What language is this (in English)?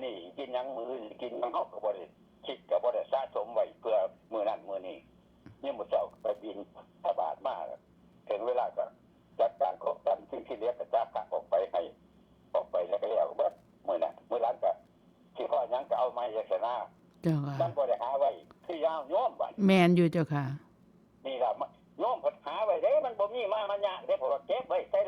Northeastern Thai